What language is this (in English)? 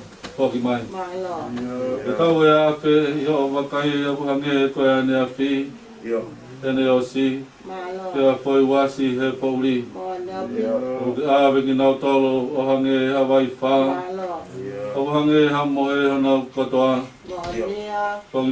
Tongan